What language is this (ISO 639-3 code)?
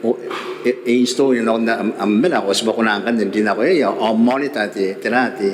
gil